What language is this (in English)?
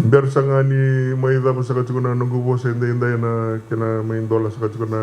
Fijian